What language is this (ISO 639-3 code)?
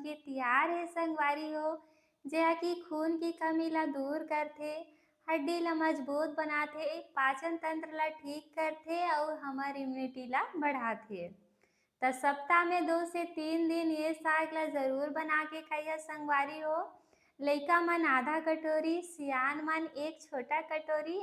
hne